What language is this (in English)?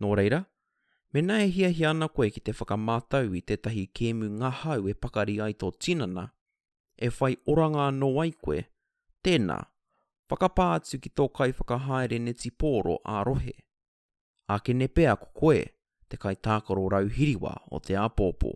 Māori